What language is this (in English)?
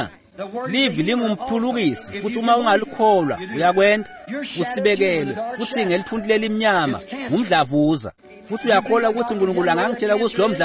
Swati